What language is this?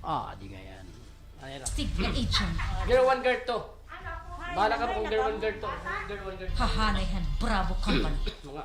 Waray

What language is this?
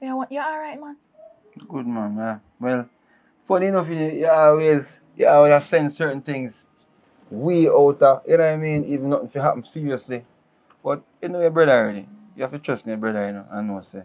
Jamaican Creole English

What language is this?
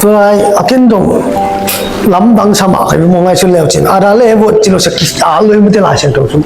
Tedim Chin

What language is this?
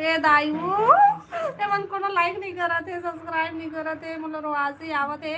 Chhattisgarhi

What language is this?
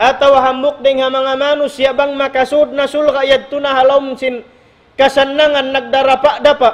Tausug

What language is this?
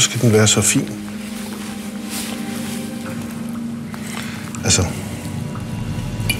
Danish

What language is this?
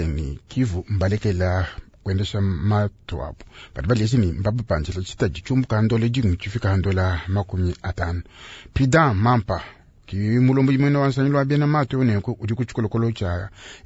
Luba-Lulua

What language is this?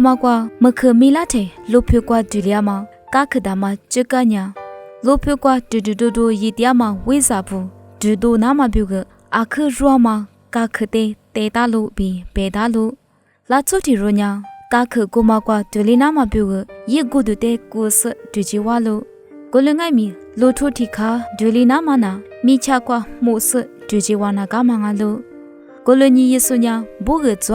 Lisu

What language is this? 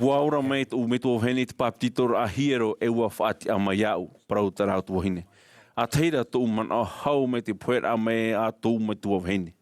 Tahitian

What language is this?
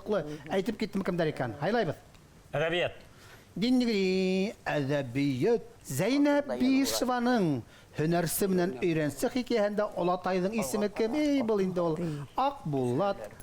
Bashkir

